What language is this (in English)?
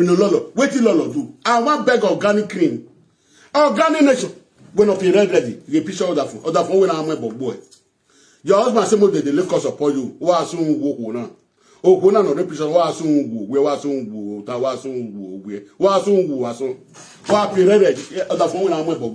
Nigerian Pidgin